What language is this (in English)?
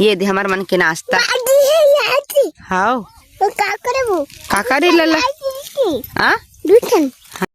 Chhattisgarhi